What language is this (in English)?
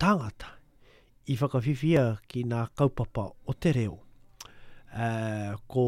Māori